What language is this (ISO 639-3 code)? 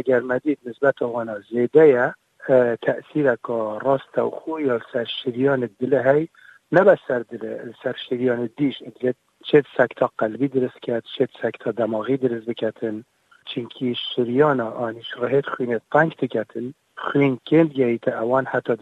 kur